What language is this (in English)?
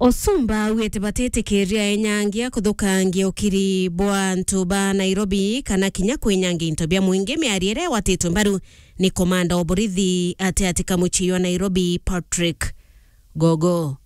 Meru